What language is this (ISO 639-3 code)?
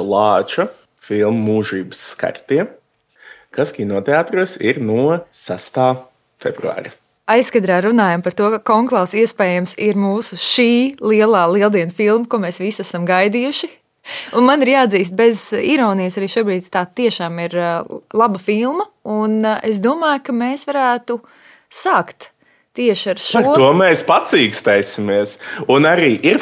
lav